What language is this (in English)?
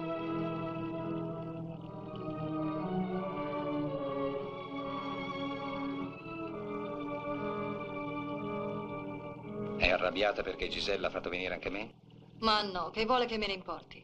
Italian